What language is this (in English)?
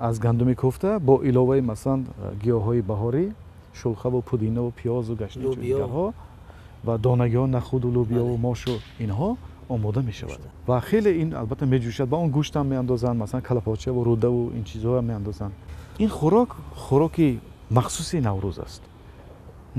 Tajik